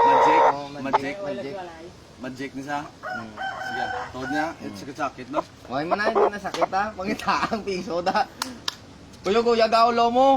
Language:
Hiligaynon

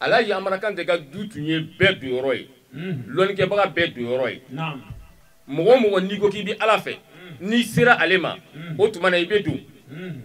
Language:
Bambara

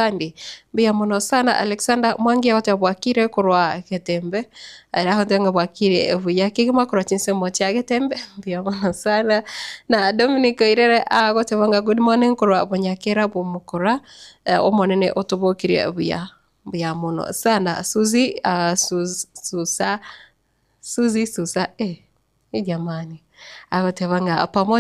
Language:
Gusii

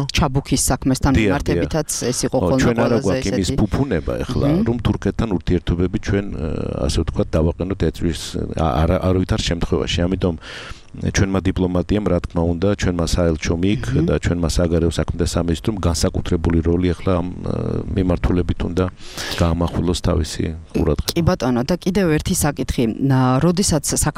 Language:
Georgian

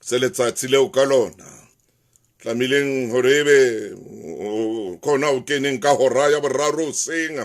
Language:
Southern Sotho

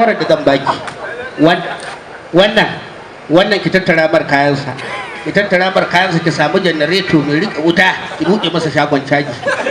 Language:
Hausa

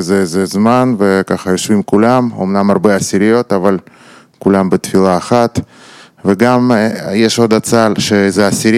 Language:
Hebrew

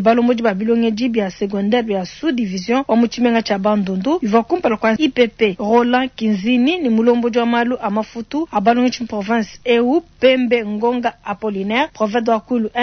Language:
Luba-Lulua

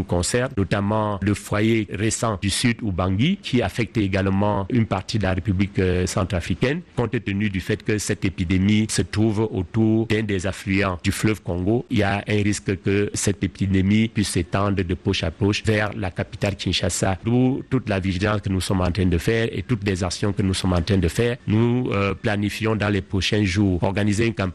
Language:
French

